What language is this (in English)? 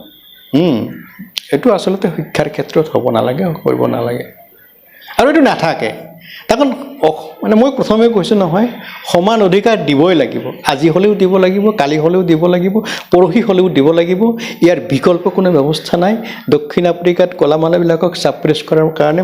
Assamese